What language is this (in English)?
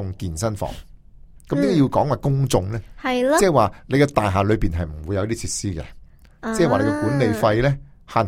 Cantonese